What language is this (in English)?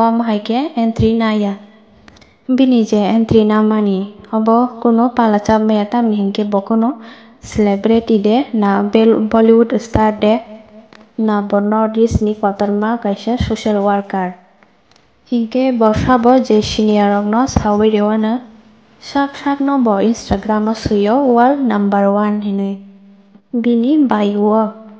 Kok Borok